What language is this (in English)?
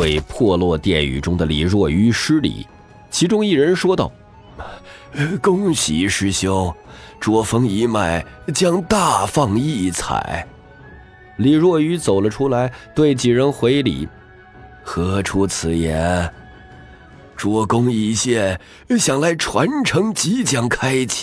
Chinese